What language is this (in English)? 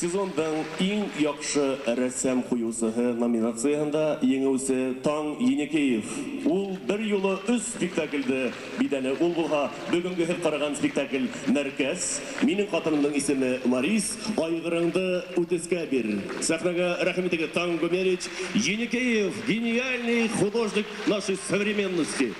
Bashkir